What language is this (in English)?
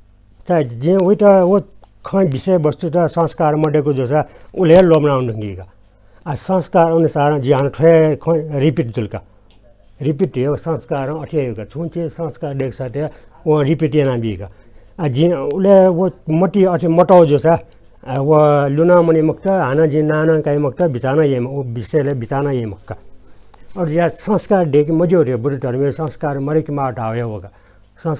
Newari